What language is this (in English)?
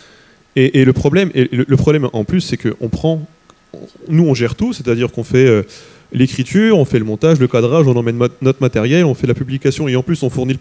French